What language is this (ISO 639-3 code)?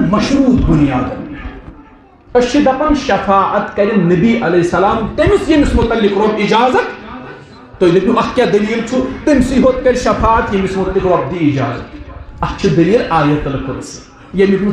kas